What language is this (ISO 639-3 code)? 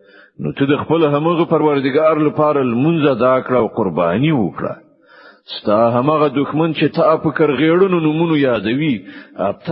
pus